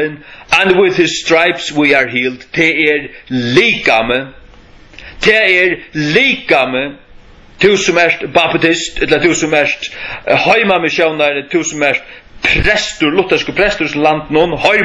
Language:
Faroese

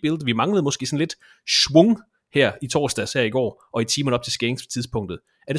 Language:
Danish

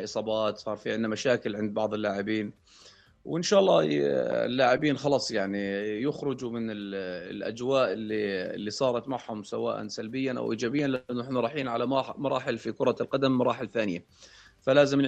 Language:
North Levantine Arabic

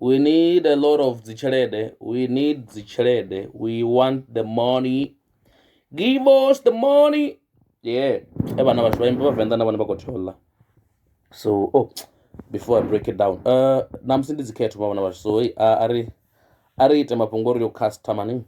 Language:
Venda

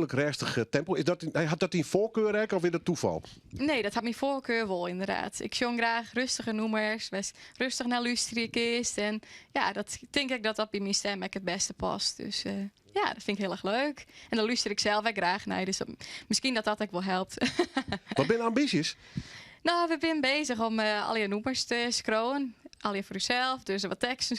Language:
Western Frisian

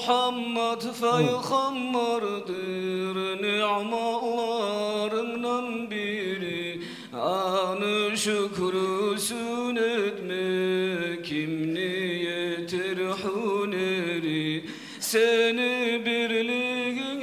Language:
Kumyk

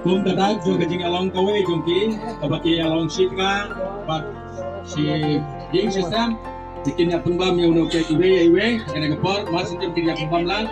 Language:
Khasi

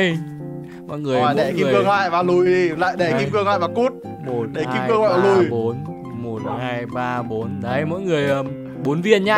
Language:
Vietnamese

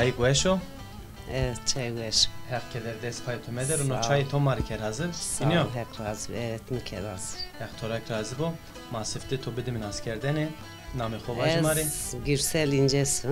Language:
Zaza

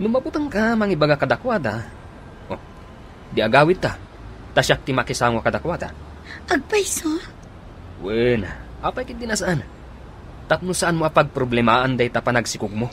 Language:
Iloko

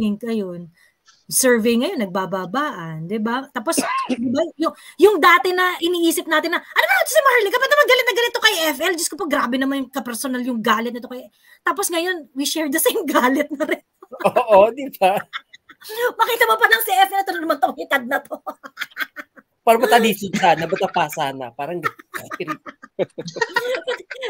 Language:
Filipino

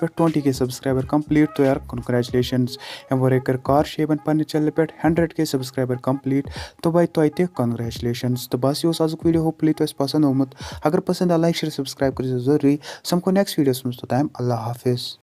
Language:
Kashmiri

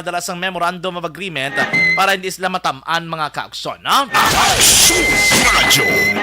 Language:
Hiligaynon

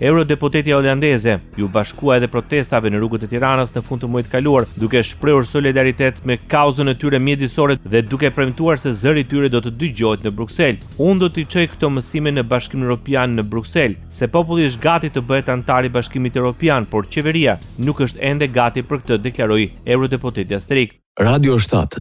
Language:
Albanian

